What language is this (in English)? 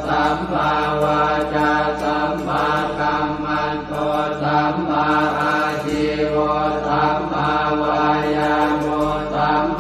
Pali